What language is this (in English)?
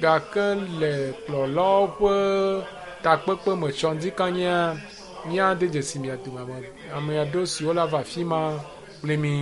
Ewe